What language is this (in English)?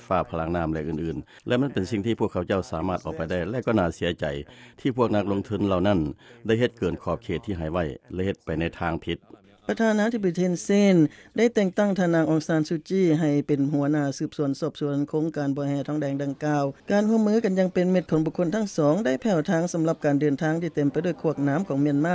Lao